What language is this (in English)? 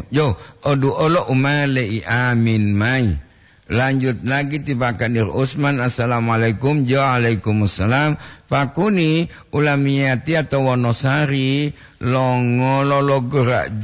Gorontalo